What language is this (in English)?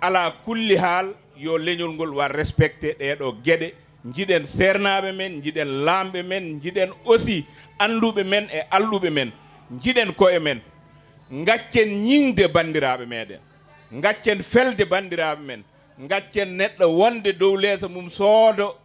Fula